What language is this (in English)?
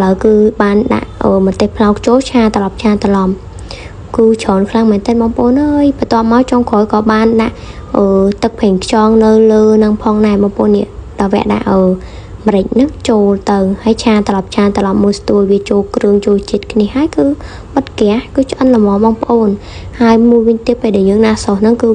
Khmer